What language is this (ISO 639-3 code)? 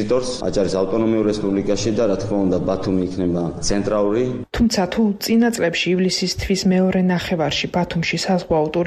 kat